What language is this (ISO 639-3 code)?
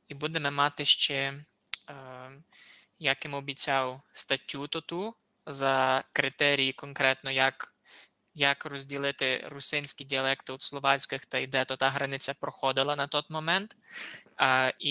rue